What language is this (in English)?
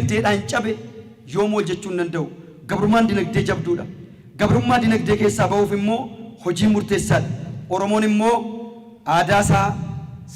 Oromo